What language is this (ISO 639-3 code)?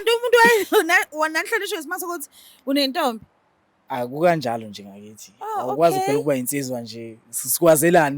zul